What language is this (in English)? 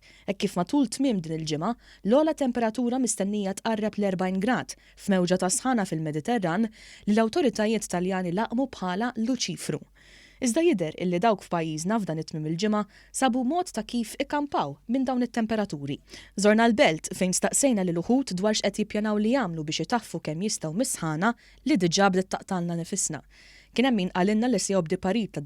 Maltese